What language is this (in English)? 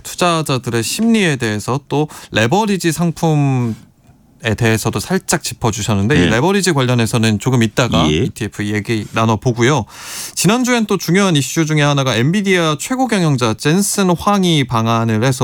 Korean